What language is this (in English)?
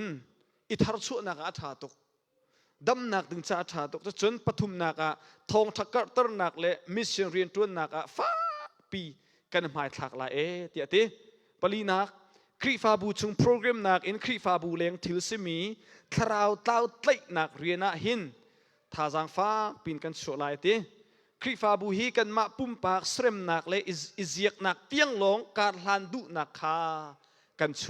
Hakha Chin